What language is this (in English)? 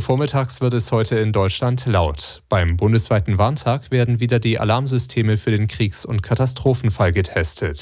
German